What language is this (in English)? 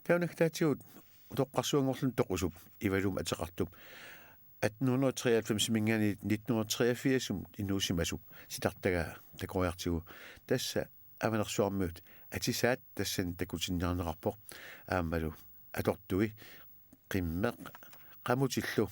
Kalaallisut